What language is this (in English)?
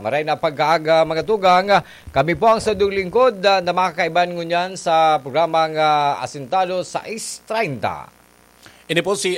Bikol